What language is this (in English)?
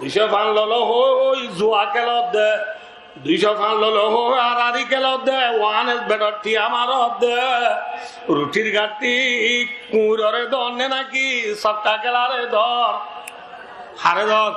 Rohingya